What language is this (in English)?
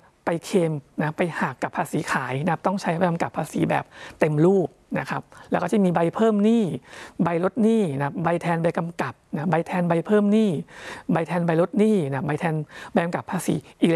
Thai